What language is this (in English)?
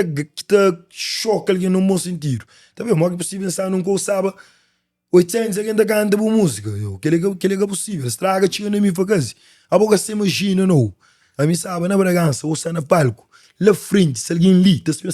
Kabuverdianu